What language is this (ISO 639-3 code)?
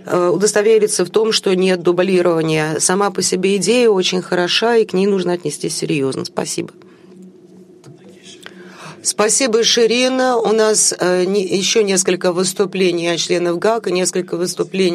rus